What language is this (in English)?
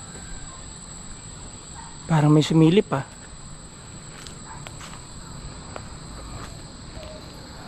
Filipino